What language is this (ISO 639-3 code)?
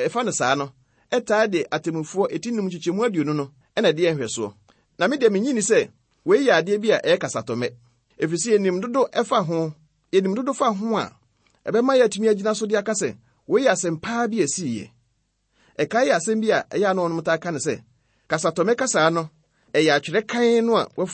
aka